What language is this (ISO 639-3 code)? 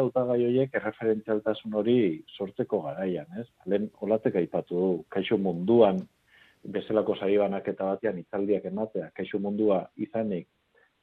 eus